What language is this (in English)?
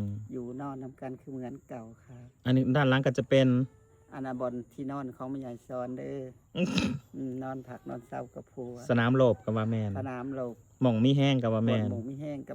Northeastern Thai